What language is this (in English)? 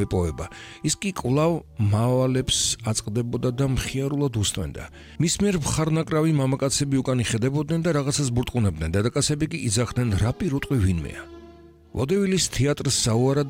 Georgian